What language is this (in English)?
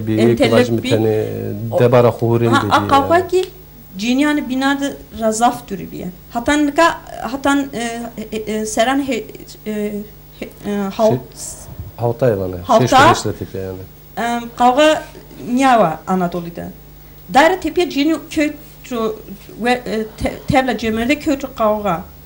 Zaza